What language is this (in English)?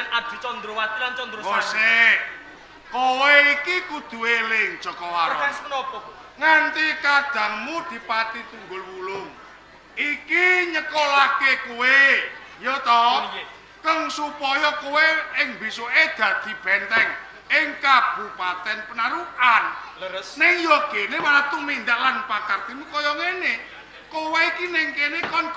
Javanese